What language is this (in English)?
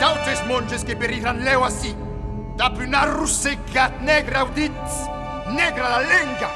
Occitan